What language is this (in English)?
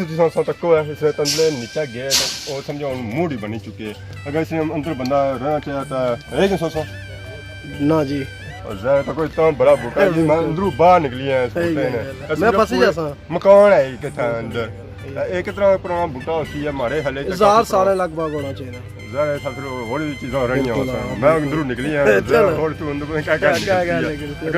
Pahari-Potwari